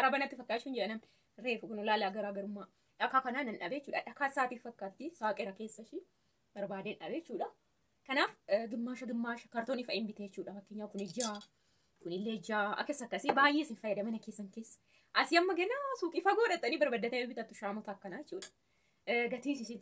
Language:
Oromo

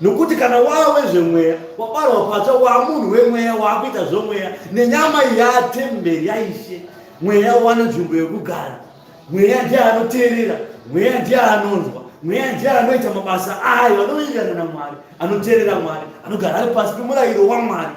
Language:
Shona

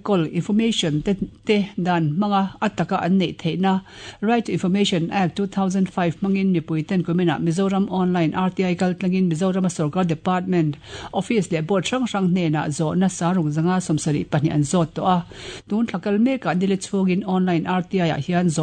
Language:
Mizo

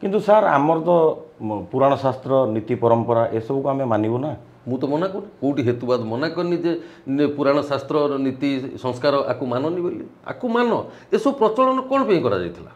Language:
Odia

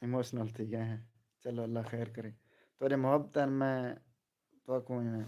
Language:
Saraiki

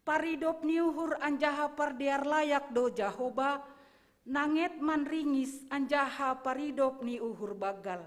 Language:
Batak Simalungun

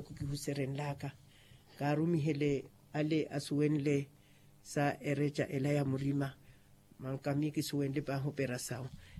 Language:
Makhuwa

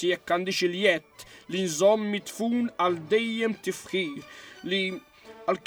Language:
Maltese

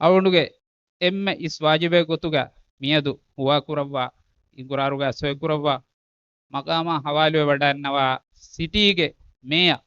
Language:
Divehi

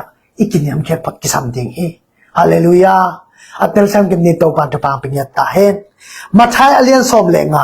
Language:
Tedim Chin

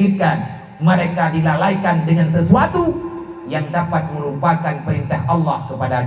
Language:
Achinese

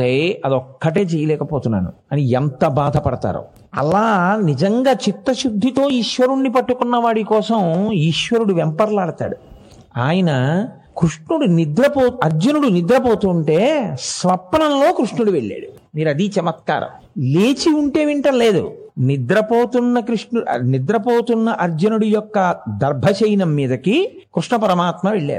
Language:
Telugu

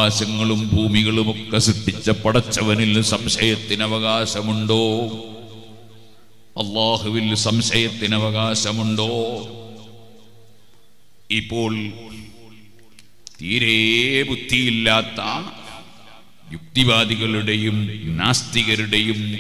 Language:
Malayalam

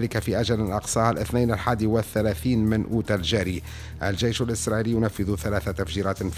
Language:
Tunisian Arabic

